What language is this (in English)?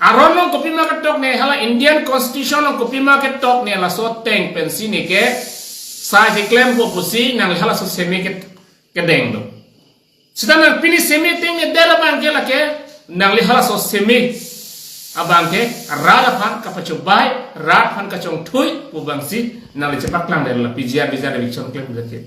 Karbi